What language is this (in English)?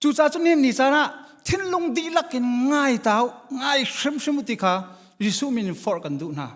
Hakha Chin